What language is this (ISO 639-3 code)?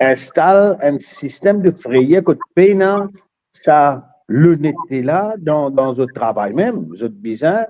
mfe